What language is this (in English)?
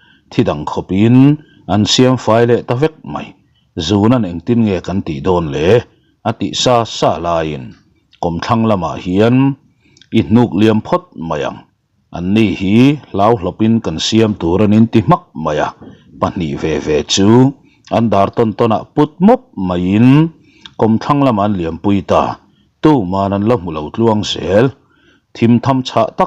Mizo